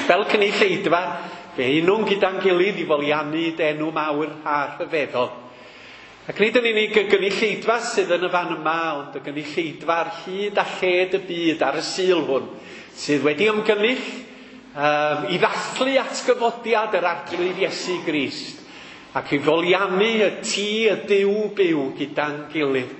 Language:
Welsh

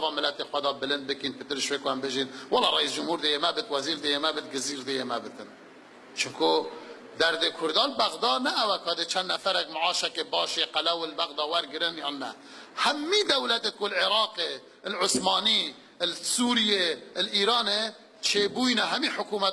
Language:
Kurdish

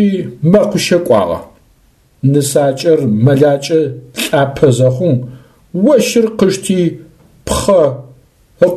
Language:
Adyghe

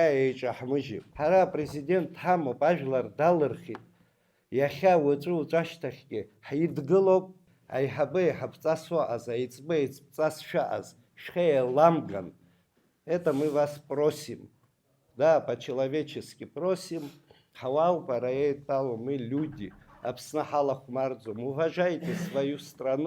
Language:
Abkhazian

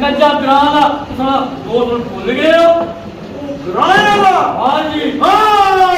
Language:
Pahari-Potwari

